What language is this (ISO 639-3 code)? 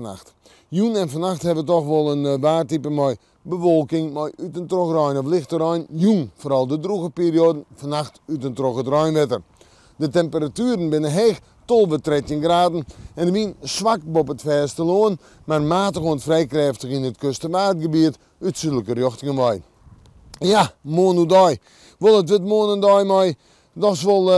fry